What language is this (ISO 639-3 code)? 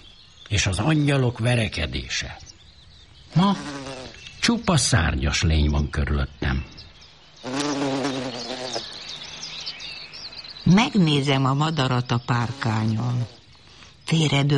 hun